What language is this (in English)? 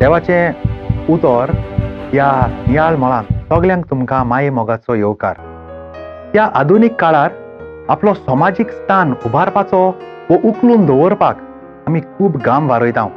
Konkani